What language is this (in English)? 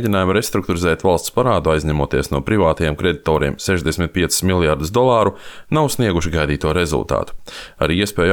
Latvian